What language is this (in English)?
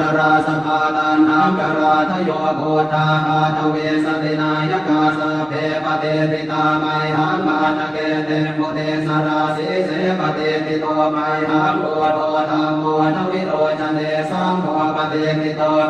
Pali